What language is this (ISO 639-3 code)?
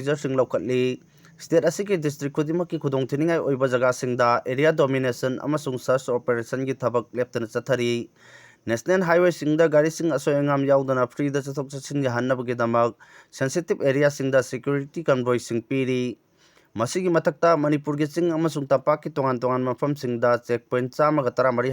mni